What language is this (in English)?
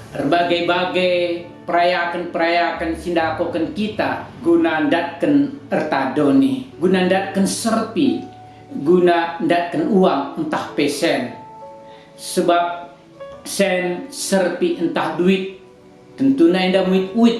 Batak Karo